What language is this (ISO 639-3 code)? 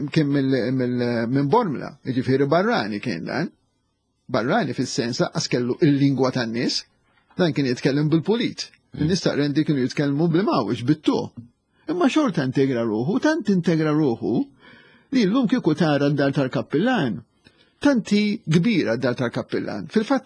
mlt